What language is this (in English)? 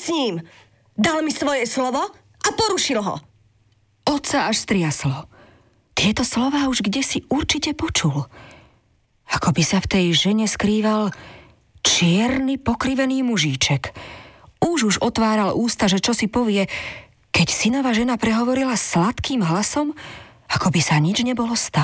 Slovak